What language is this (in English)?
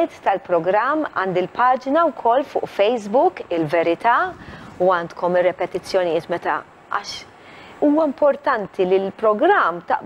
Maltese